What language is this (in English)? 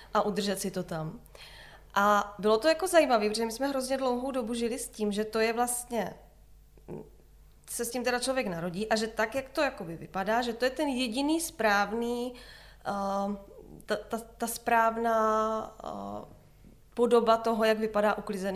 Czech